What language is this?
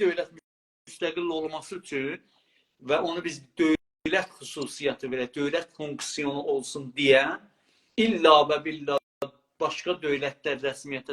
South Azerbaijani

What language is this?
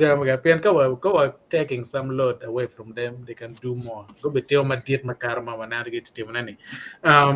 Acoli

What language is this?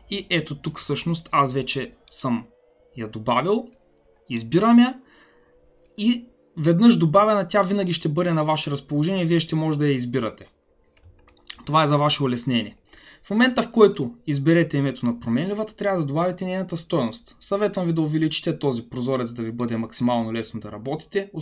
Bulgarian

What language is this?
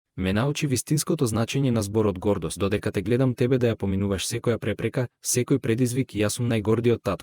Macedonian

